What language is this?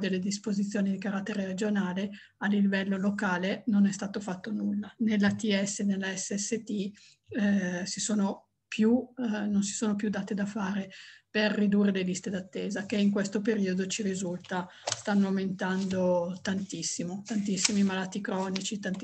Italian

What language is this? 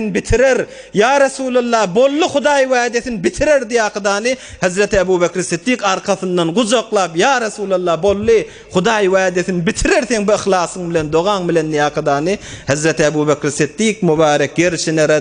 Turkmen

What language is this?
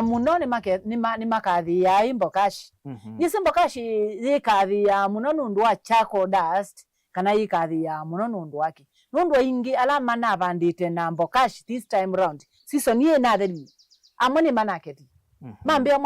Kamba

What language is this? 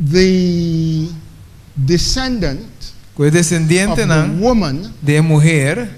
Papiamento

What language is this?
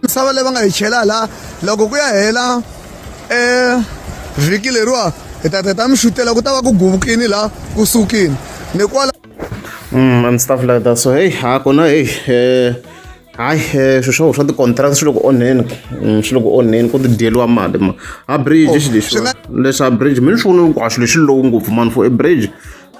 Tsonga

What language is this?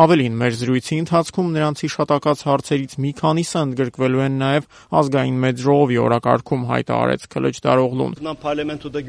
Armenian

